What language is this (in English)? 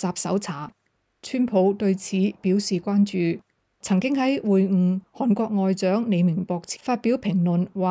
Cantonese